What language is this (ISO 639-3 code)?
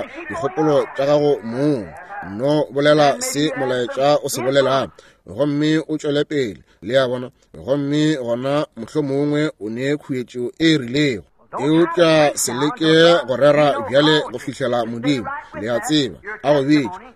nso